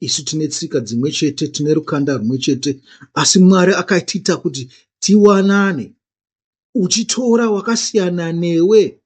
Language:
Shona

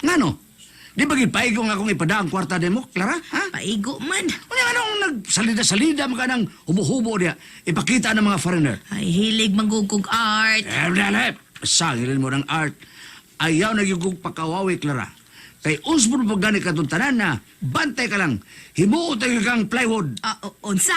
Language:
Cebuano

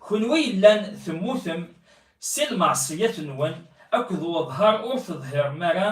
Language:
Kabyle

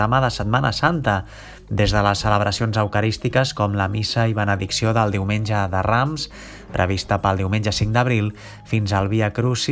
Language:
Catalan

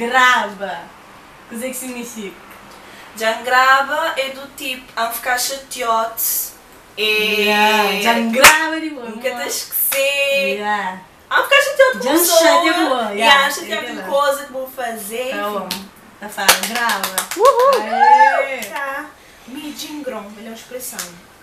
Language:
Kabuverdianu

